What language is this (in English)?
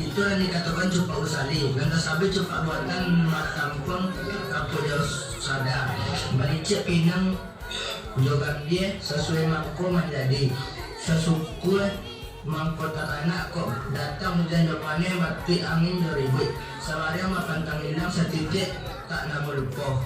Minangkabau